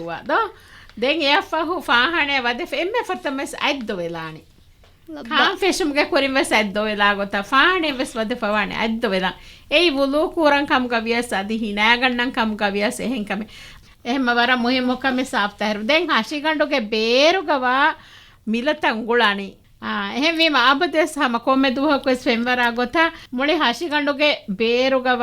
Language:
Divehi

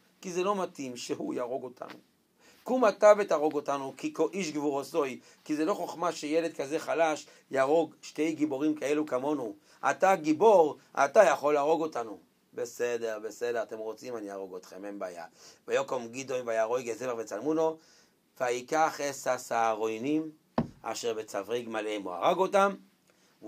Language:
Hebrew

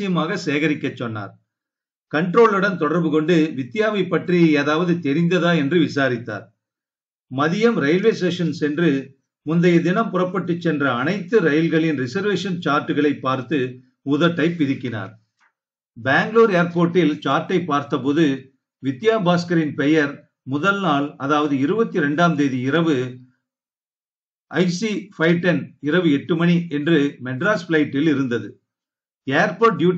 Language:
Tamil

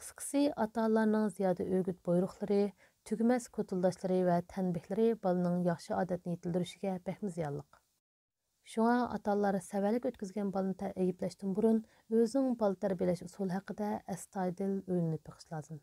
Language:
Uyghur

